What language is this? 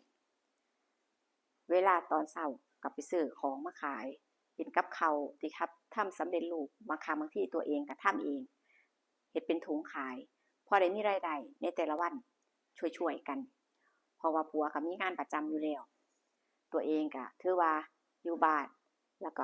Northeastern Thai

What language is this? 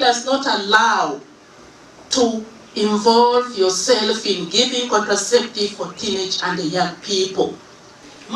Nyankole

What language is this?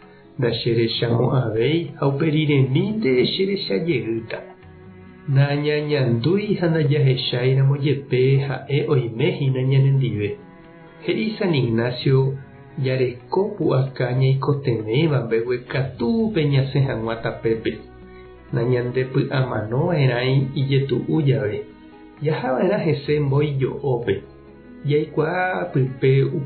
Guarani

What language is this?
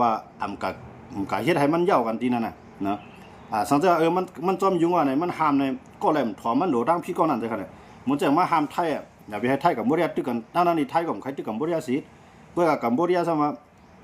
Shan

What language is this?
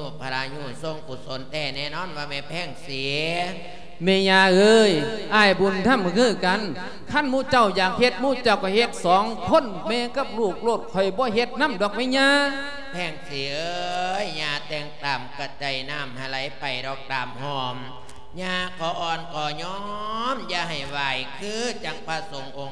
Lao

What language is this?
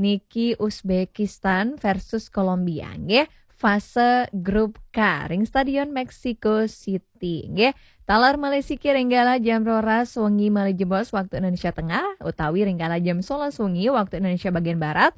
Balinese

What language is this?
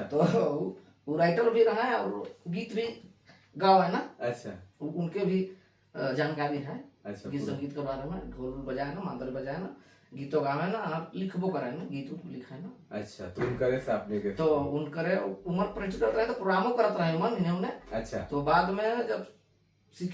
Sadri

